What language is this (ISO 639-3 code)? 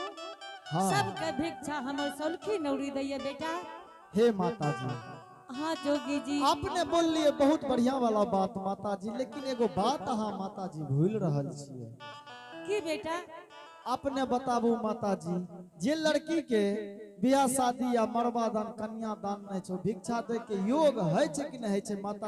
anp